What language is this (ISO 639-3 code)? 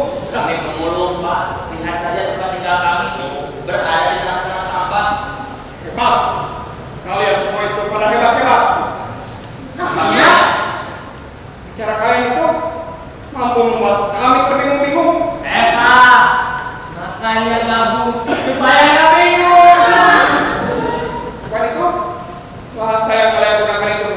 ind